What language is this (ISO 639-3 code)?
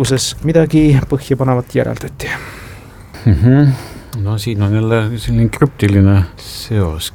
est